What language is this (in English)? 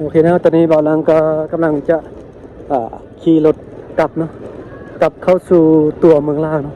Lao